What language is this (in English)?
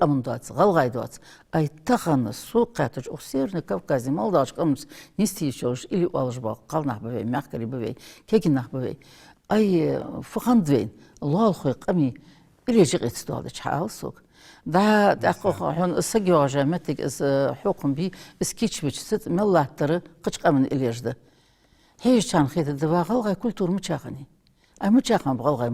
Ingush